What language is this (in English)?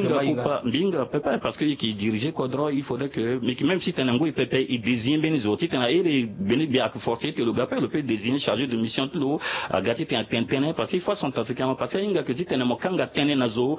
Sango